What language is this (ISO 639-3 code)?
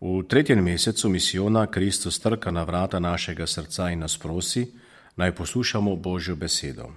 slv